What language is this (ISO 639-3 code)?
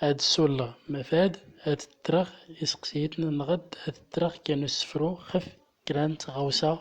tzm